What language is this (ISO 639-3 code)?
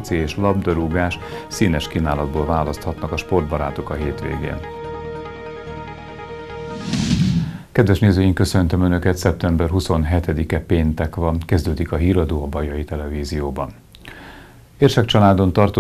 hun